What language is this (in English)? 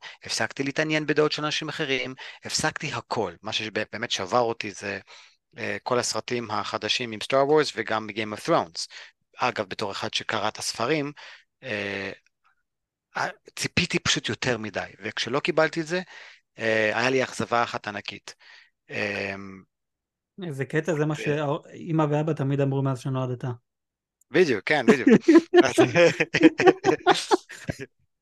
Hebrew